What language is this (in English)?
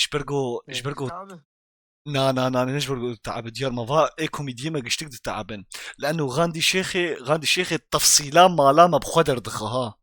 Kurdish